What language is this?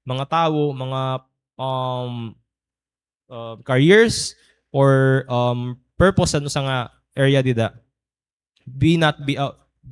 Waray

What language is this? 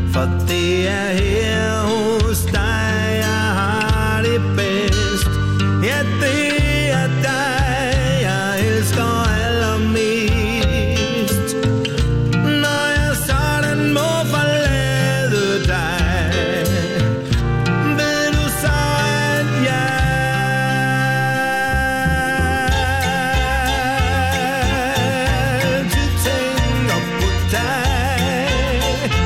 Danish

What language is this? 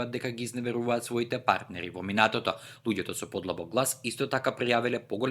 Macedonian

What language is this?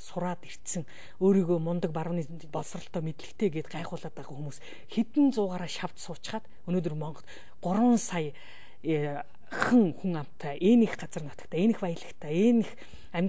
Mongolian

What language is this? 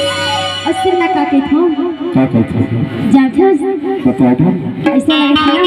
Chhattisgarhi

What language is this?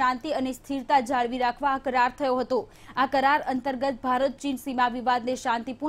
Gujarati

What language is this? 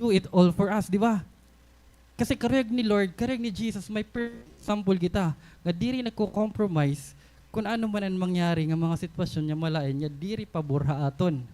Waray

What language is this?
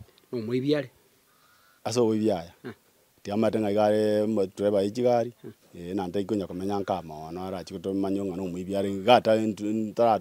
Gusii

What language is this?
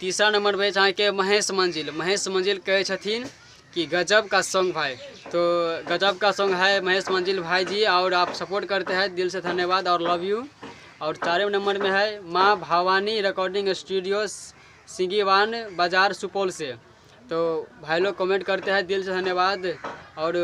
Maithili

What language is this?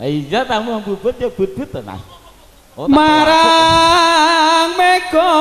Javanese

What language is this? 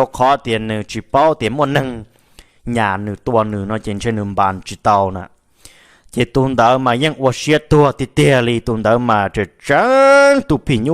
Hmong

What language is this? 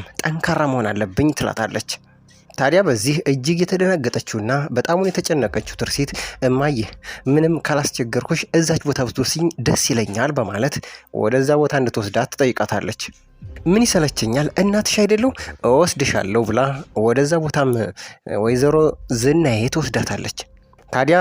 Amharic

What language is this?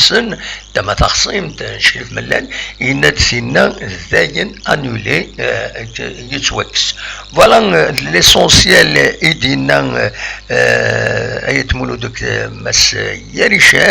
Kabyle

